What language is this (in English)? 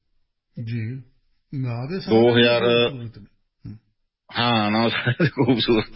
Punjabi